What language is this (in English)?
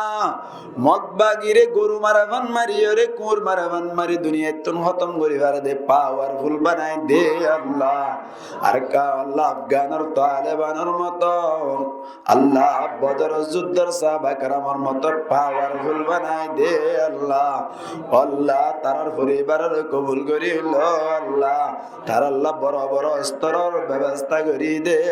Rohingya